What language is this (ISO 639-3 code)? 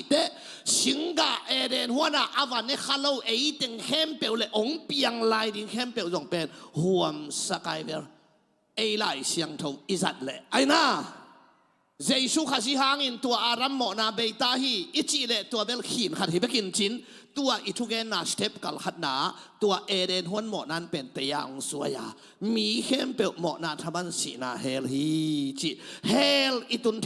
ctd